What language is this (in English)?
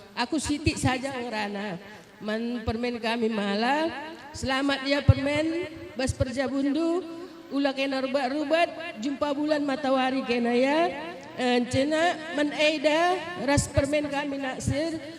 Batak Karo